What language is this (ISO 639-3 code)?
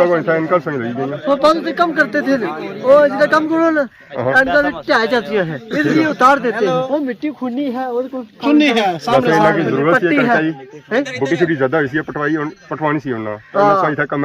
phr